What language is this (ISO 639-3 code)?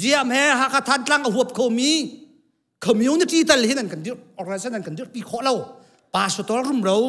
cnh